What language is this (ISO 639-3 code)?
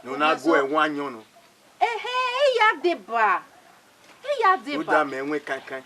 bin